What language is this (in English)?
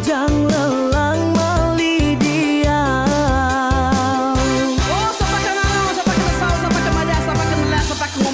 Iban